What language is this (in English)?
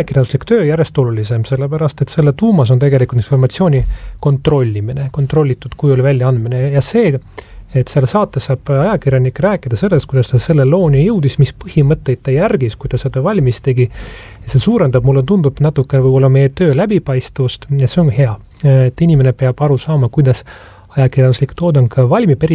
Estonian